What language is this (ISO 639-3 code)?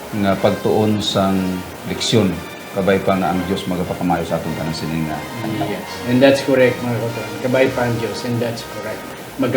hil